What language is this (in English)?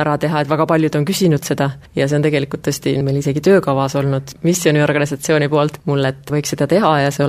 Estonian